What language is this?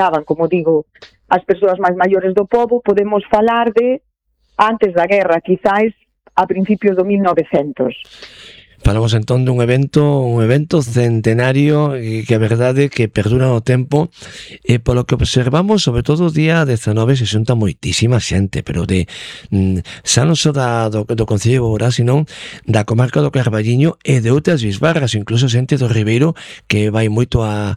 Galician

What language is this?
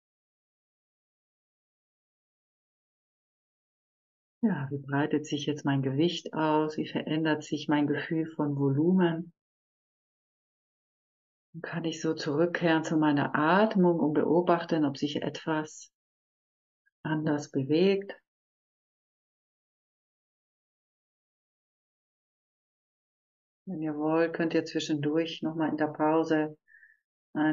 German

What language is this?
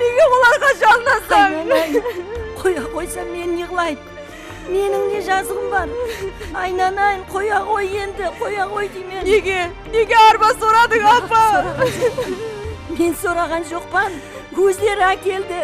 Kara-Kalpak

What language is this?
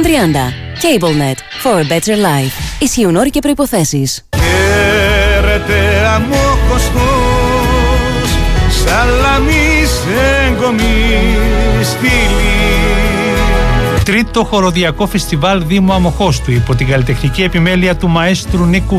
Greek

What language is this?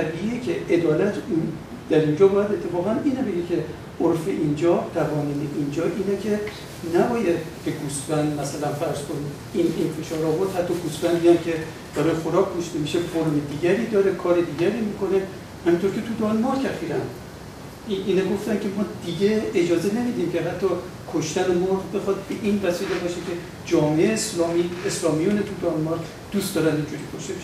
Persian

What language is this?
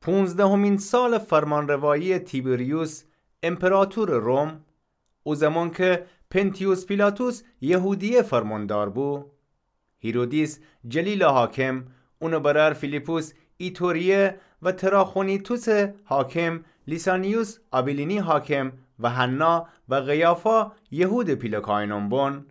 Gilaki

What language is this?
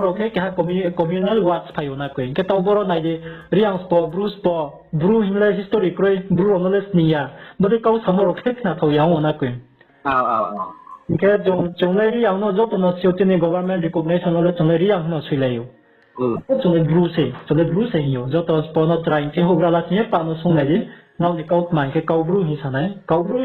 Riang (India)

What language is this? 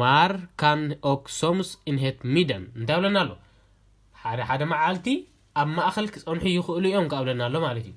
Tigrinya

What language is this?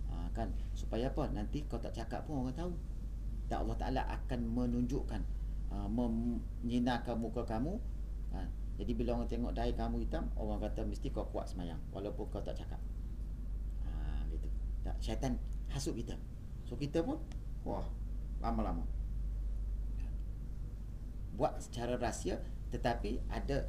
Malay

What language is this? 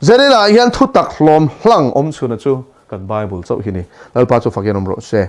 Mizo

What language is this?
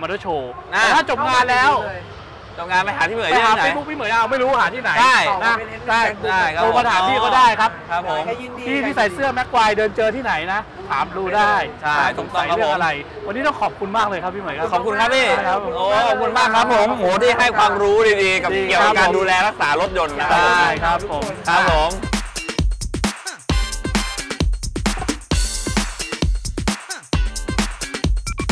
Thai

